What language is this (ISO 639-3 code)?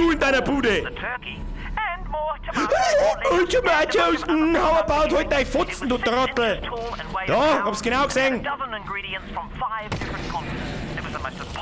bar